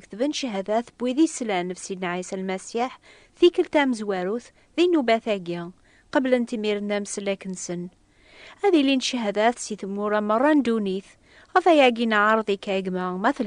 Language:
Kabyle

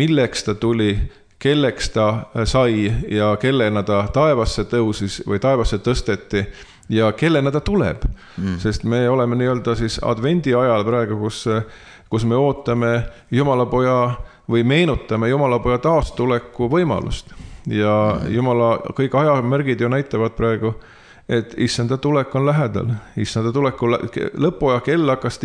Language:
Estonian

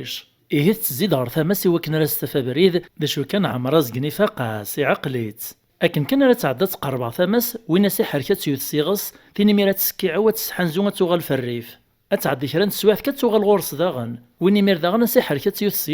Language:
Kabyle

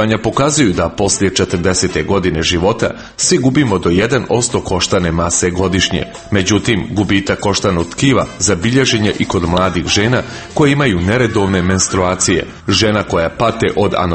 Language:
Croatian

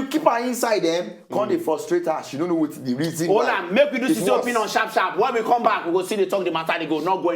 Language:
Nigerian Pidgin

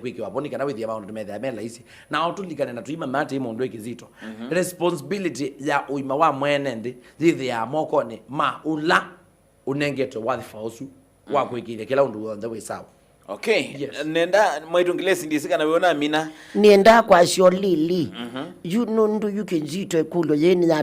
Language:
Kamba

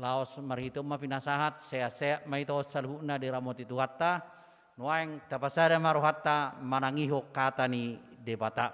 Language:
Batak Toba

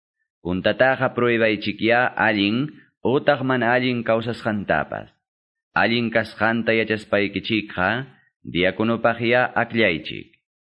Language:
Quechua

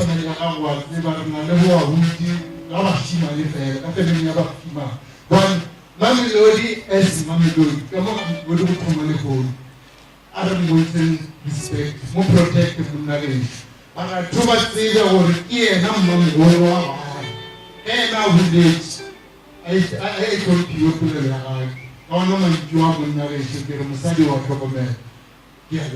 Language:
Northern Sotho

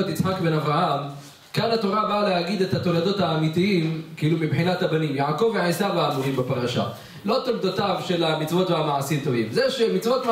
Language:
Hebrew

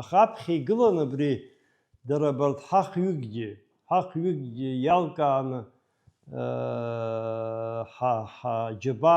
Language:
Abkhazian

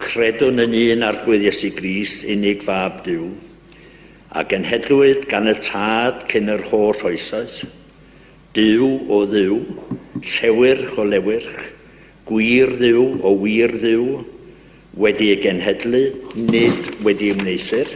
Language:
Welsh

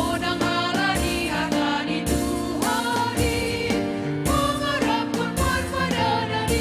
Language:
Batak Simalungun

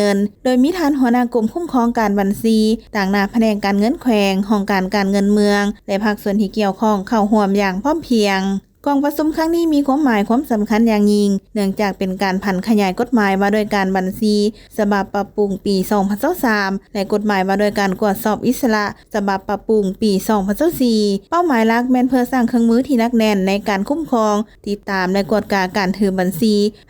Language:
Lao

